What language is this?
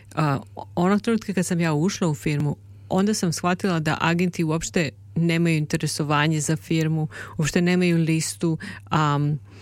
Serbian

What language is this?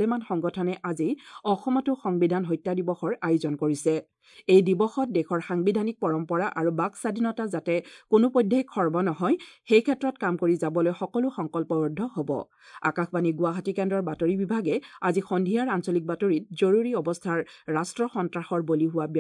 Assamese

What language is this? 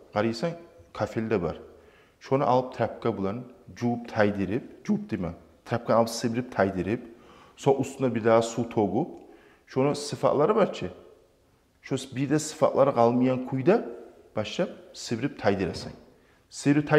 Kumyk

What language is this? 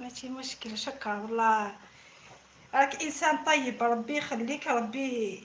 Algerian Arabic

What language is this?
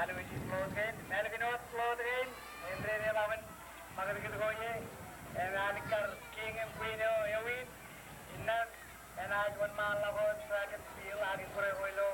Marshallese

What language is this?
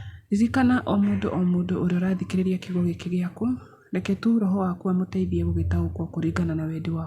Kikuyu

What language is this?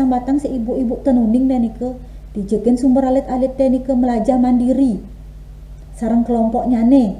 Balinese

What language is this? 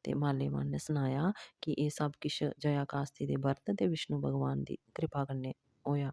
Dogri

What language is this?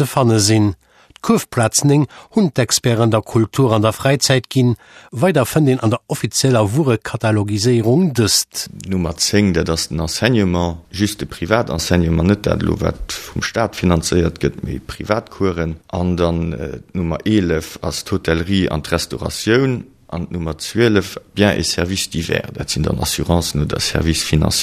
Luxembourgish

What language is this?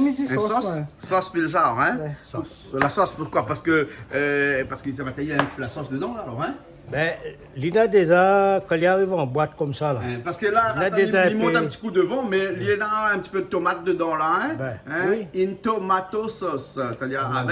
Réunion Creole French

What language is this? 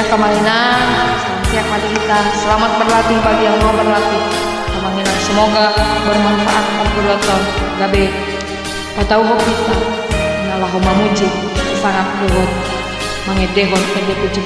Batak Toba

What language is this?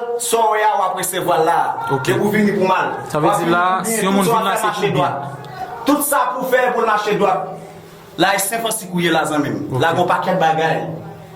Haitian Creole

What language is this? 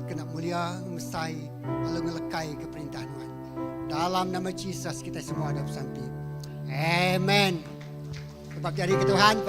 Iban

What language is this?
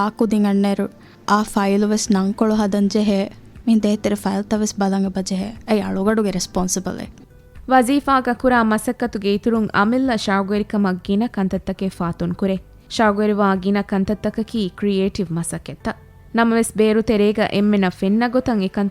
Divehi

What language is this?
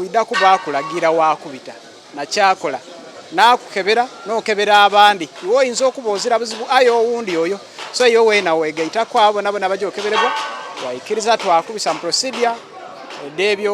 Soga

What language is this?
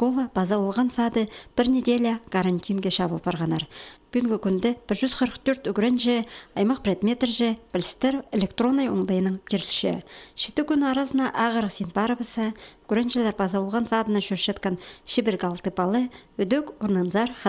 Khakas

